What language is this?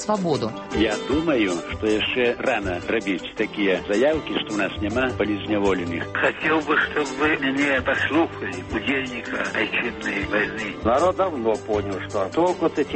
Belarusian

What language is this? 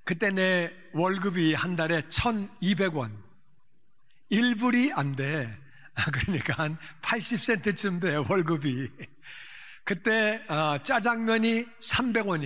Korean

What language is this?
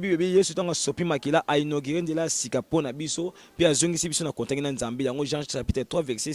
Lingala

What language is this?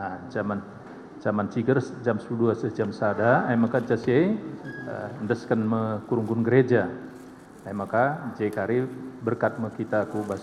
Batak Karo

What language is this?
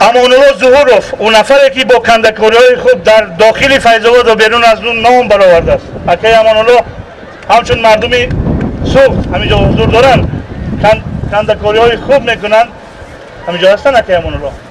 Tajik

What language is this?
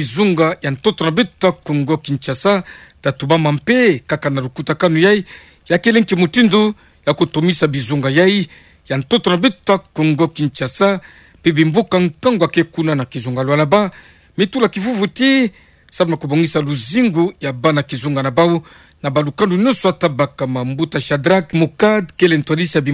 Kituba (Democratic Republic of Congo)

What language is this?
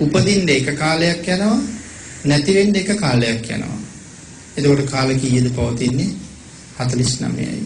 Sinhala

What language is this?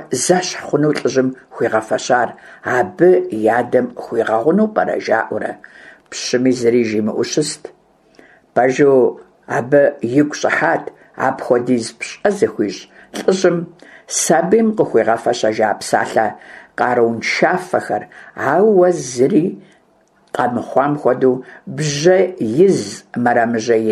Kabardian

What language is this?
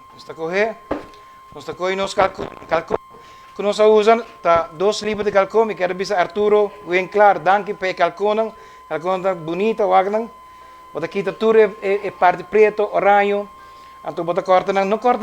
Papiamento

